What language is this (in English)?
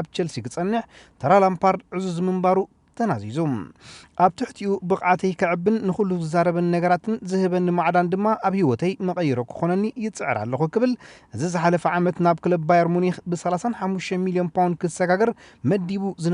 Tigrinya